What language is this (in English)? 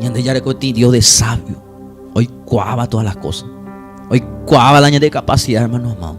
Guarani